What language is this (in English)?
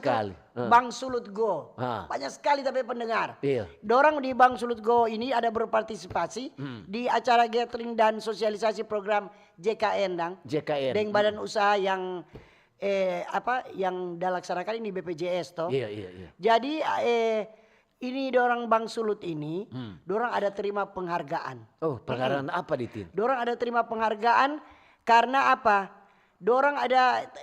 Manado Malay